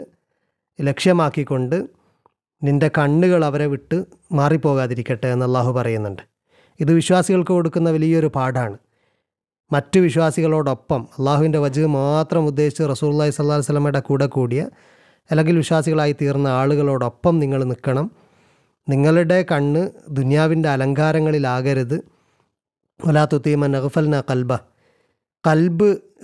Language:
Malayalam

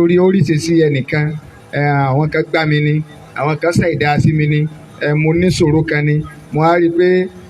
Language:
Yoruba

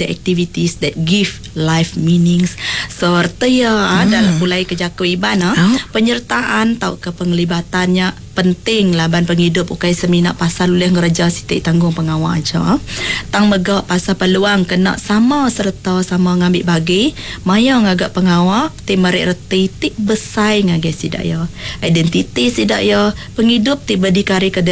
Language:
Iban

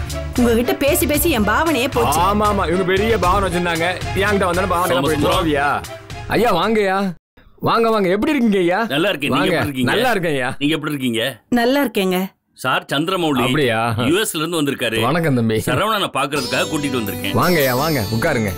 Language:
Tamil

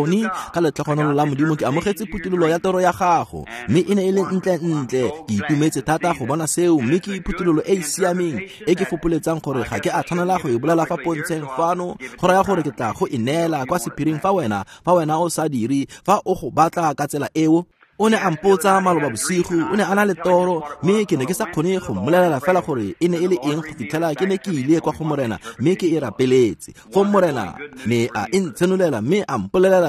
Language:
Tswana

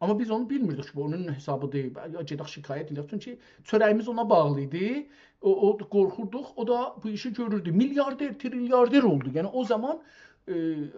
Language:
South Azerbaijani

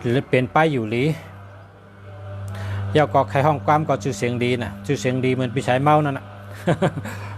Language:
Shan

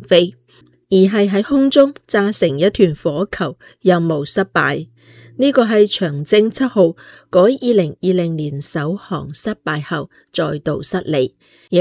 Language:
Cantonese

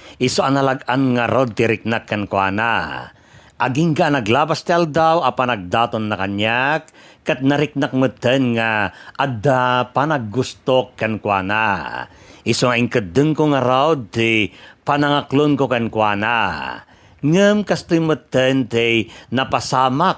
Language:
Iloko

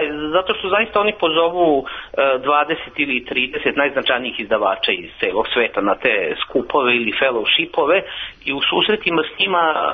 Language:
Serbian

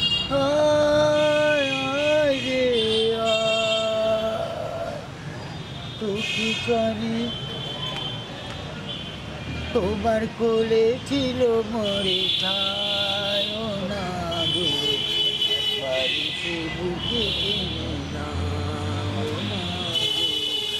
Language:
Bangla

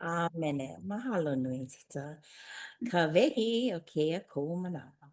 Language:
Hawaiian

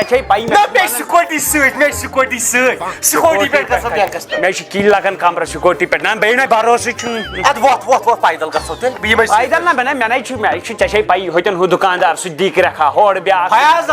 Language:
Kashmiri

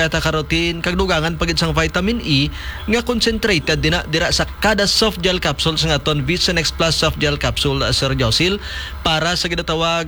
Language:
Hiligaynon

